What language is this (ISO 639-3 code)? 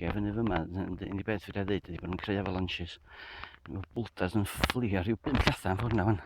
cym